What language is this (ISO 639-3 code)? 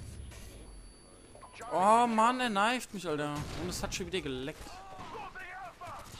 deu